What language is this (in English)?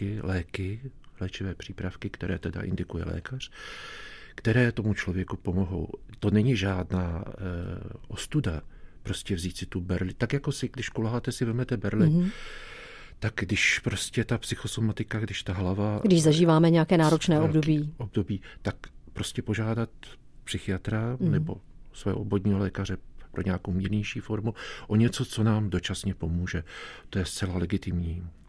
Czech